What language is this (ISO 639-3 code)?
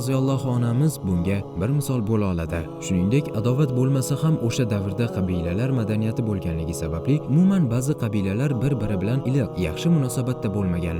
uzb